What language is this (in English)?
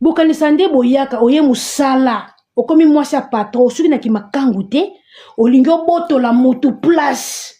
Lingala